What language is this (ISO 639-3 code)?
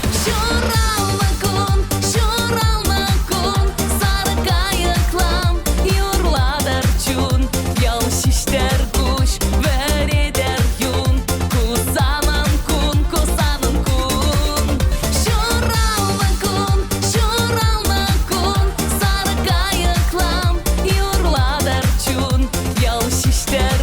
chv